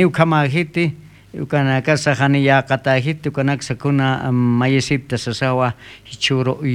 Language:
Aymara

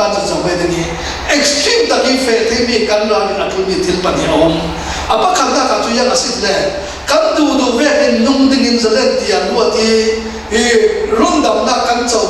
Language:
Falam Chin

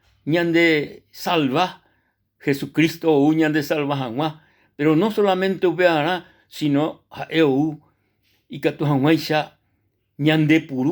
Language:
Guarani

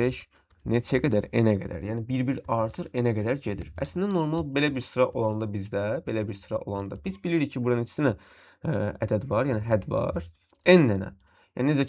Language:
Azerbaijani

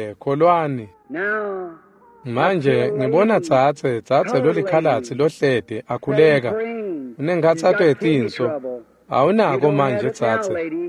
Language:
Swati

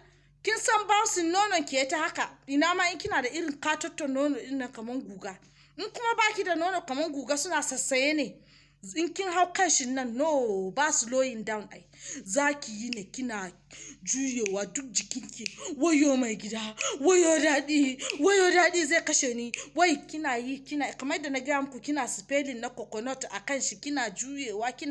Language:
Hausa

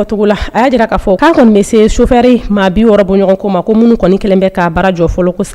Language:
Bambara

